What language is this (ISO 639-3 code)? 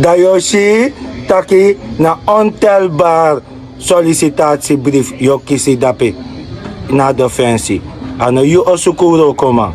srn